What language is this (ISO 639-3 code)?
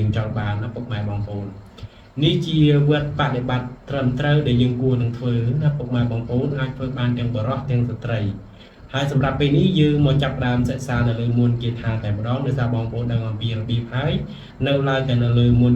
khm